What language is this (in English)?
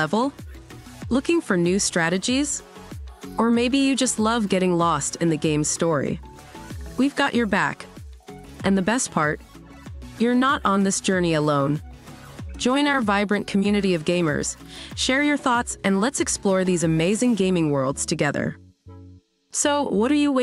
English